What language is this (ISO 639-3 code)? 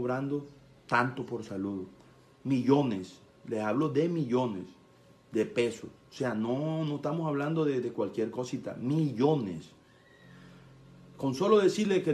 spa